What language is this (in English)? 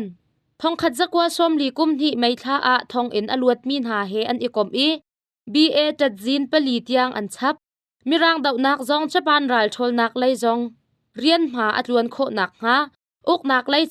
Hakha Chin